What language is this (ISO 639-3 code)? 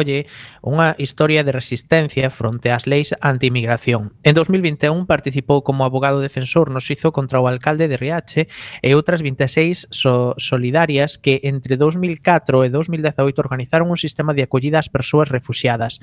glg